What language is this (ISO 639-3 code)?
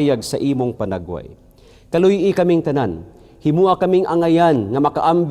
ceb